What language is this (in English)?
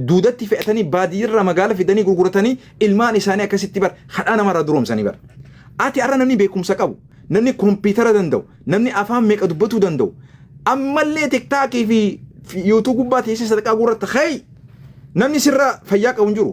Oromo